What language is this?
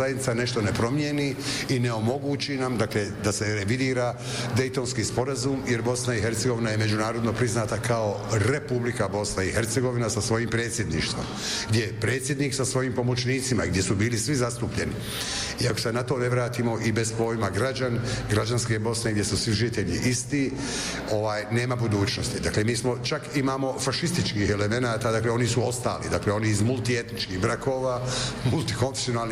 Bosnian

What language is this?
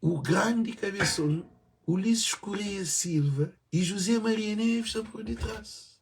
Kabuverdianu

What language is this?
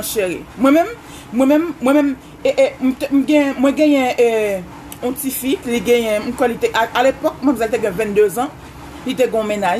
Haitian Creole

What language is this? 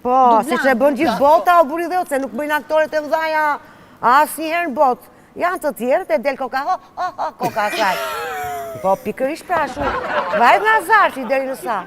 Albanian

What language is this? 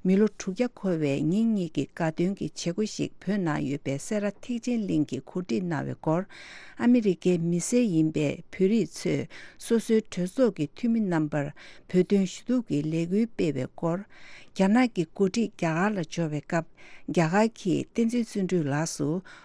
Tibetan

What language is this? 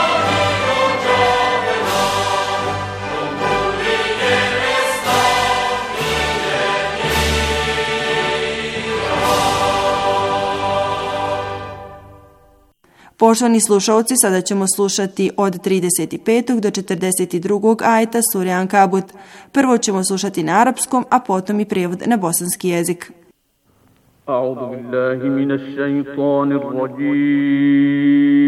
Bosnian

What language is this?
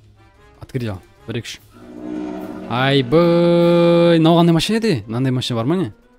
Kazakh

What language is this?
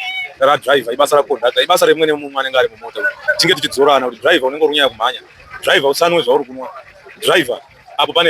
Shona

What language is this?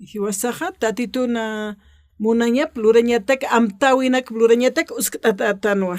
Aymara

